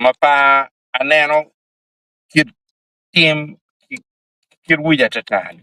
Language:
Acoli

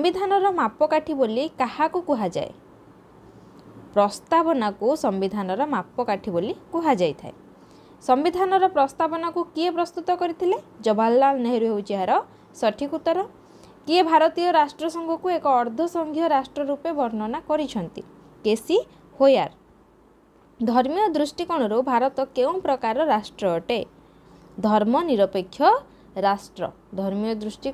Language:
Odia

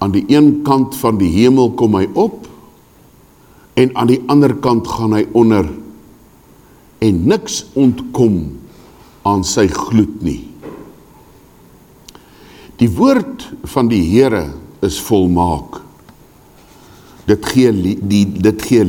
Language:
Afrikaans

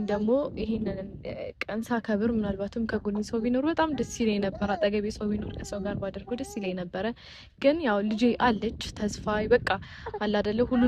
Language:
Amharic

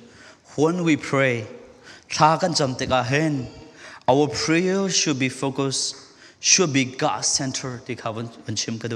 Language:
Falam Chin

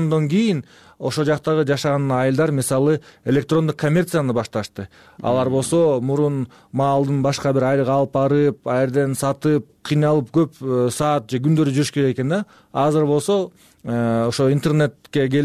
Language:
Kyrgyz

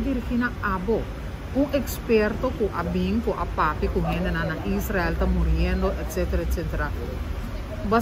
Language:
Papiamento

